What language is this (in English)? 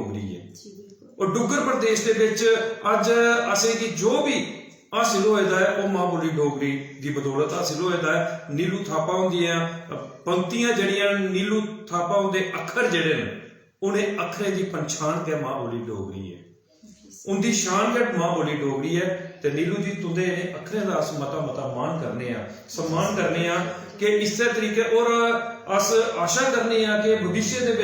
Dogri